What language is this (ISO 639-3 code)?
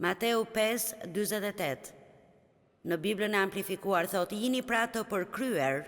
sqi